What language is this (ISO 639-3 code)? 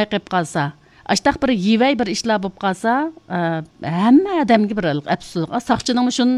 uig